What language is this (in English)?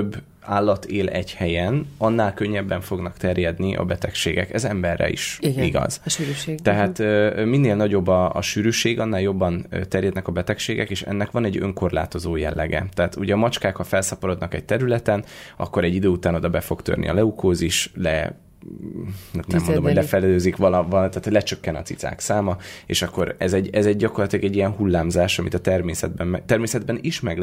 Hungarian